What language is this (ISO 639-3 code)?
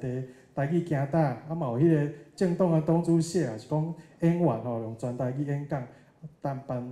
nan